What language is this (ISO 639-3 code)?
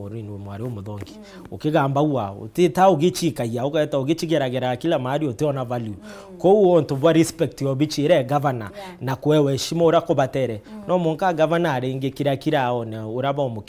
mer